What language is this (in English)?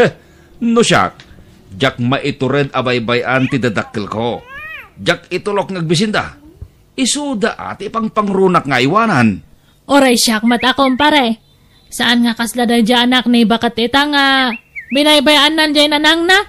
Iloko